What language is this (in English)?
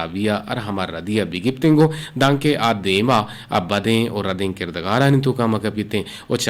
Eastern Balochi